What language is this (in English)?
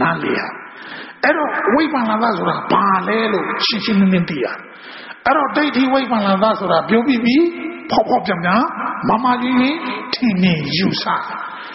Burmese